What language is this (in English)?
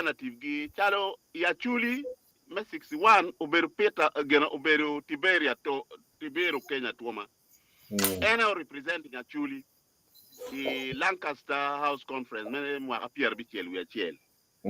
Acoli